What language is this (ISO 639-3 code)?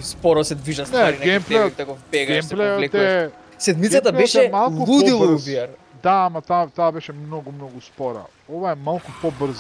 mkd